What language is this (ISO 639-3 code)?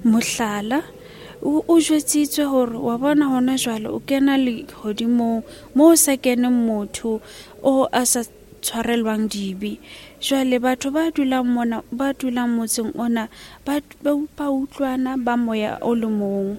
sot